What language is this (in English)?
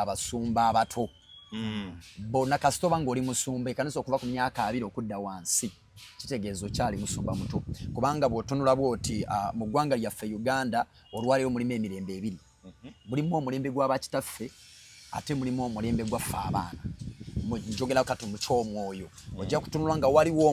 Ganda